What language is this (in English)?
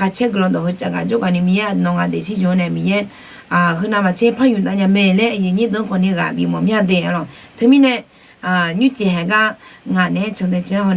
Akha